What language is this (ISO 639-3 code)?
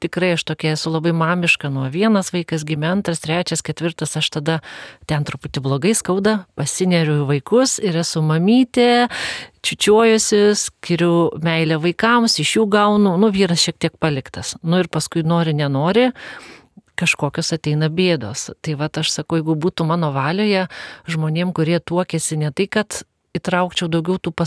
lit